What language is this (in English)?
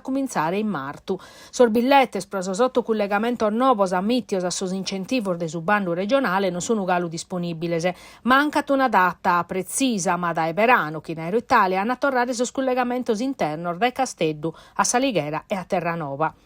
Sardinian